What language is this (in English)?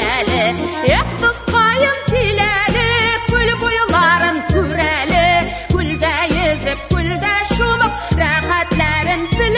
Tatar